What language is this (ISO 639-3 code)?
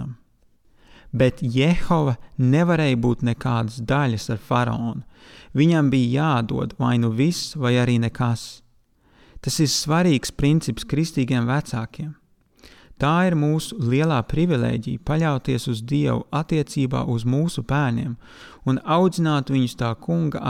lav